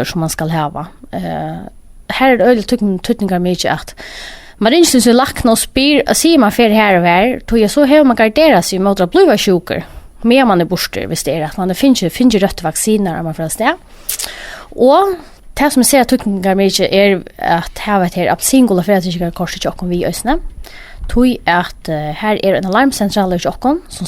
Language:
Faroese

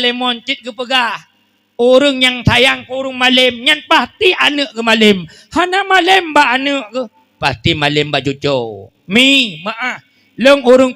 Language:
Achinese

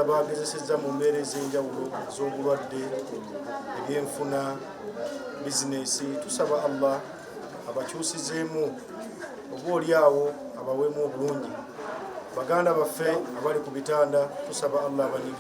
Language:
Ganda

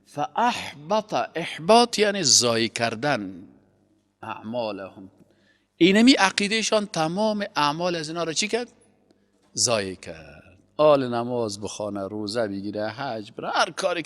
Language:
Persian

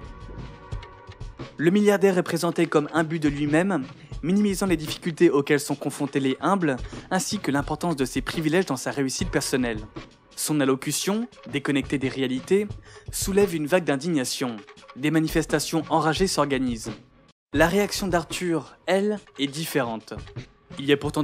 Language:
French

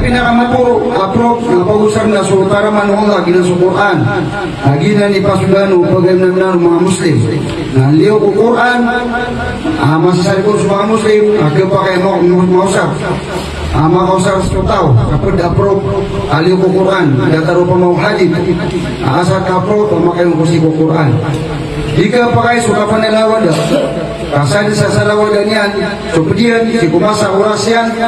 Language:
Maranao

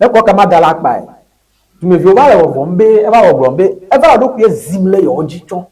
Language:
Ewe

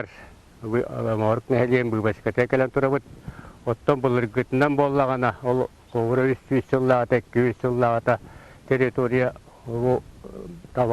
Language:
Yakut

